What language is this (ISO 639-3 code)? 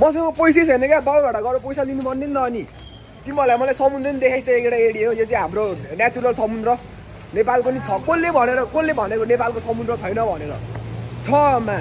nep